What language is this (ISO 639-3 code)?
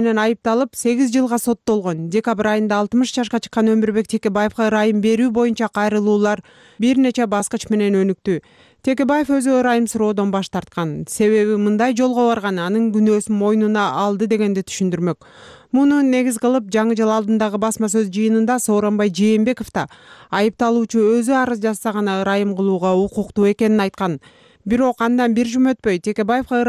kir